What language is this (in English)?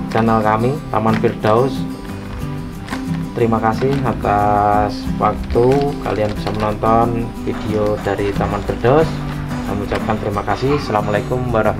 Indonesian